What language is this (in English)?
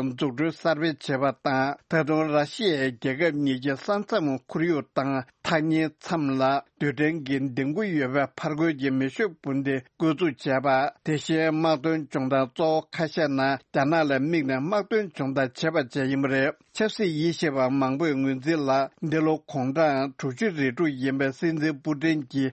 Tibetan